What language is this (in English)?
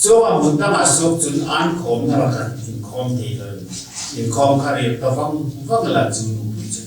Hmar